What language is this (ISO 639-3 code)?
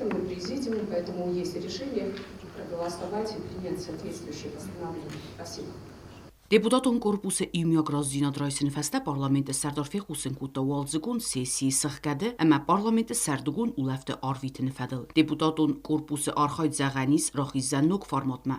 oss